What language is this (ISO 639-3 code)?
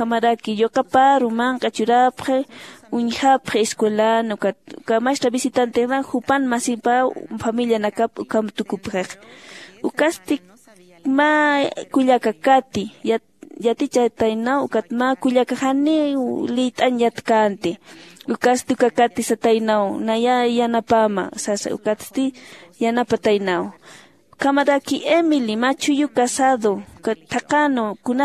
aym